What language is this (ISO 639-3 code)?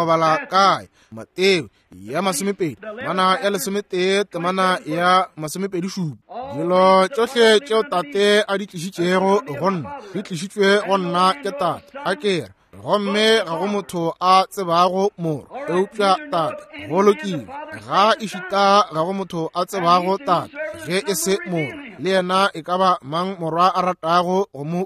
nso